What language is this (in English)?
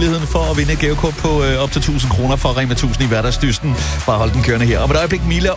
Danish